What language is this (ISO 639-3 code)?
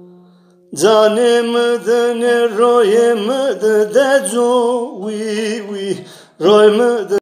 tur